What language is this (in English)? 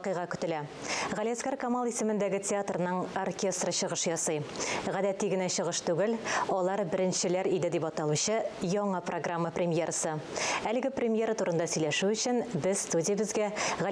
Tatar